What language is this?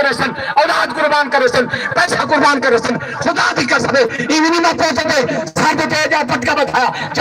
Saraiki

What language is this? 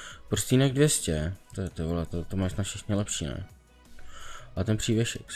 Czech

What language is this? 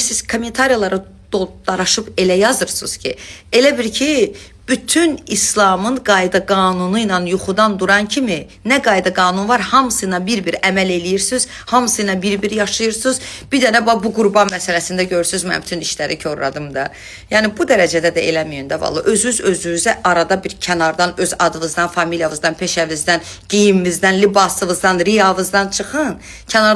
Azerbaijani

